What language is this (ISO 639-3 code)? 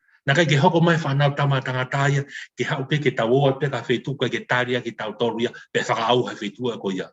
ton